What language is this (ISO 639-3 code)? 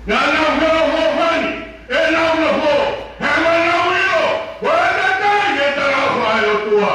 ton